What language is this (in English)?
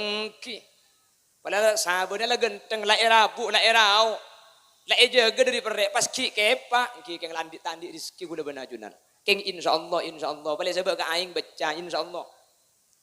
Madurese